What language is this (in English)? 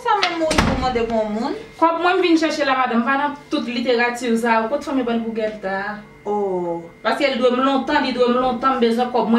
Haitian Creole